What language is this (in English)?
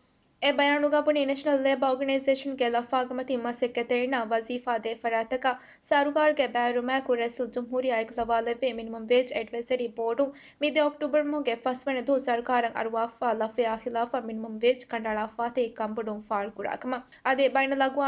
Divehi